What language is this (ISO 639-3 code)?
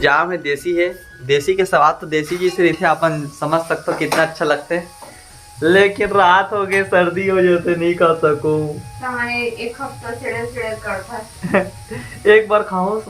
hne